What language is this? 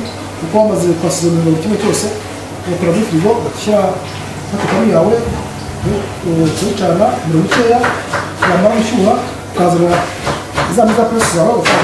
Kinyarwanda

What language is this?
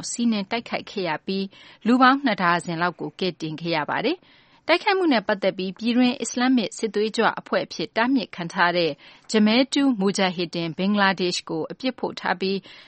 Burmese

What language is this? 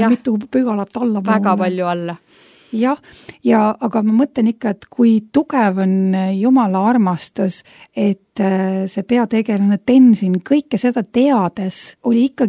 Estonian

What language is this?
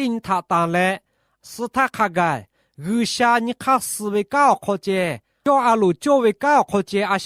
Lahu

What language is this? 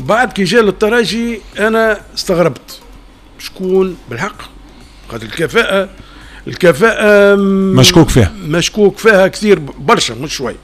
Tunisian Arabic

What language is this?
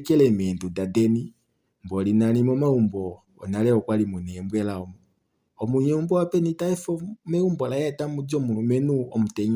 Kuanyama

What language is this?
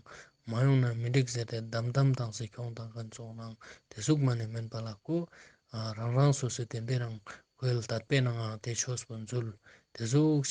Ladakhi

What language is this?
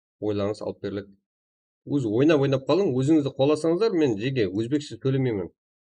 Kara-Kalpak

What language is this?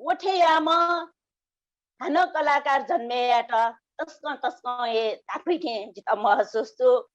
Newari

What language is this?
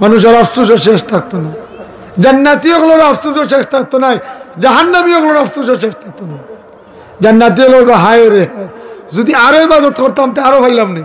Sylheti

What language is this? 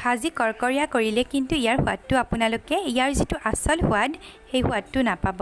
Assamese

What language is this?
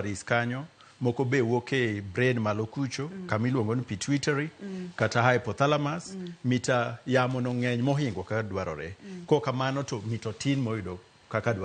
Luo (Kenya and Tanzania)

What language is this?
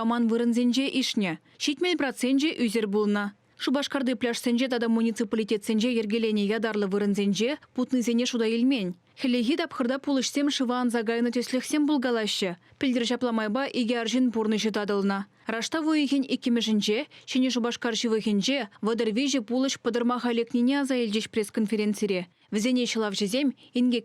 Chuvash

